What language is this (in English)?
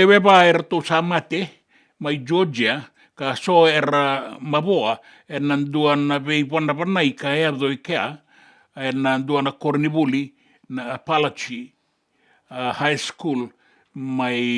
Fijian